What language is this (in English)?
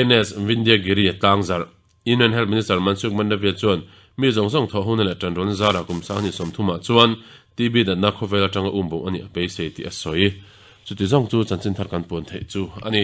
Mizo